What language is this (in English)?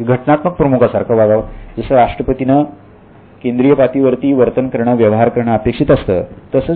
Marathi